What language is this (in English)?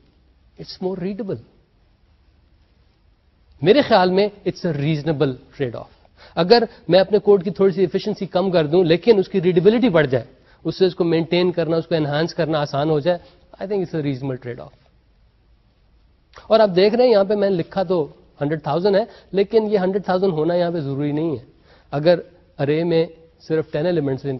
Urdu